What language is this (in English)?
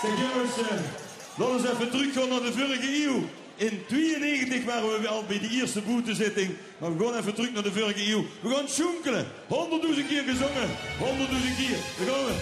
Limburgish